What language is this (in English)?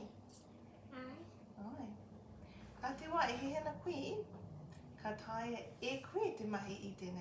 Māori